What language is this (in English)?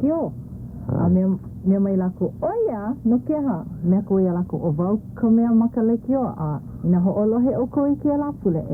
Hawaiian